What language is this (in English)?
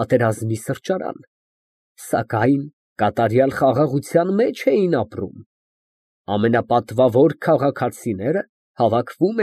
Armenian